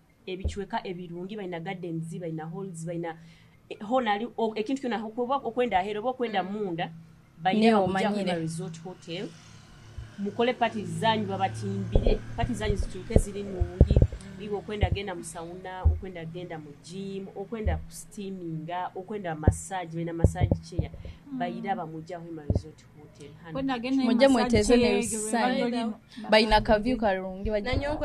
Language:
Nyoro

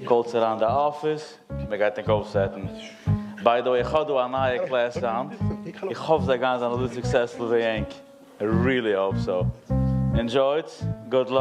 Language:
Yiddish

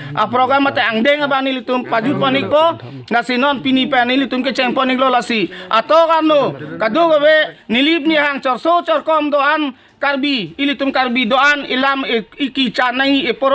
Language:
Karbi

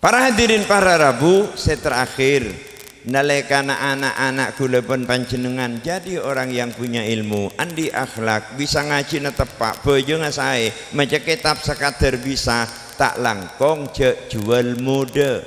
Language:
Madurese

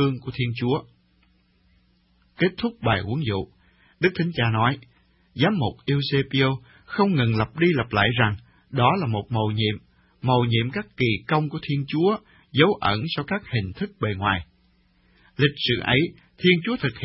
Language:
Vietnamese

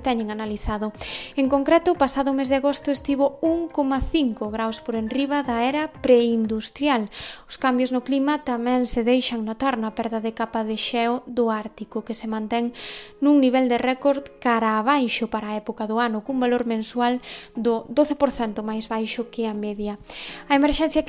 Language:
Galician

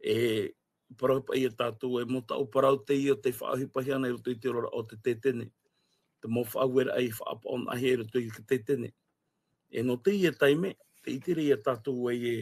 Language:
Tahitian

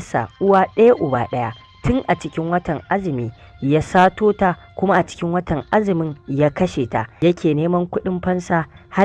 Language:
Hausa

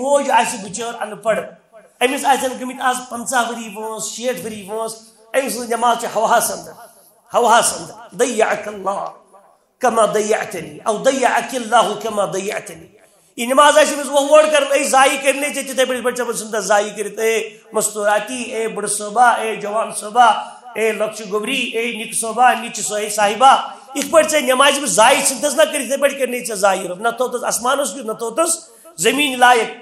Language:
Kashmiri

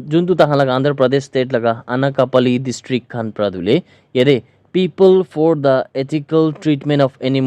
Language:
Naga Pidgin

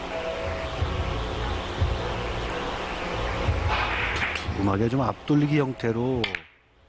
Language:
Korean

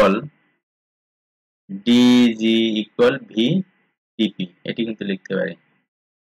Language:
Bangla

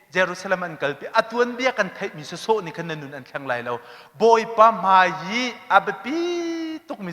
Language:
Hakha Chin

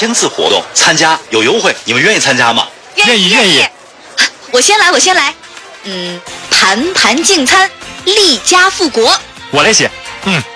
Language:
Chinese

